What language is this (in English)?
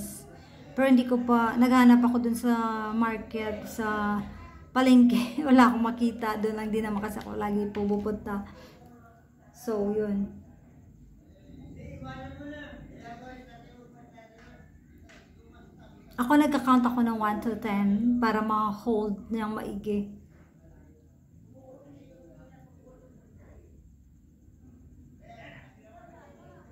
Filipino